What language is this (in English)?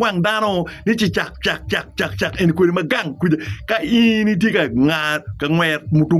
Acoli